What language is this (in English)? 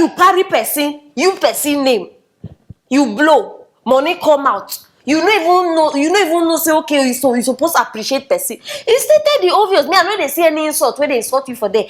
Nigerian Pidgin